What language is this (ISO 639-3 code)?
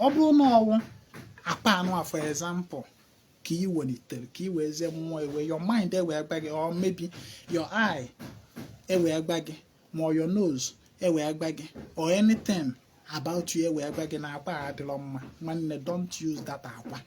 ibo